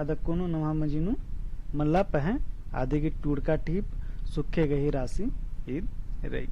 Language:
Kurukh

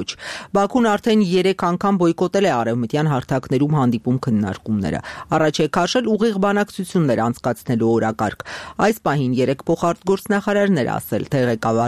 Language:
Armenian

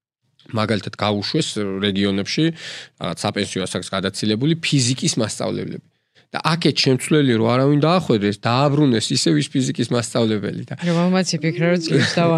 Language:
Georgian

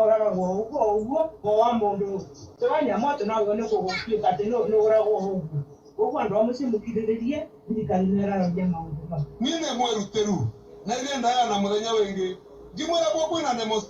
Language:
Kamba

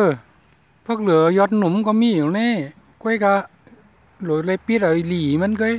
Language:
Shan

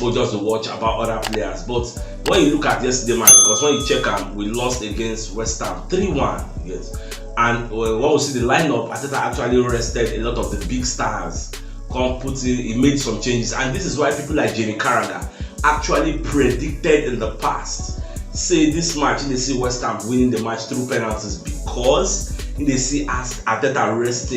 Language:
Nigerian Pidgin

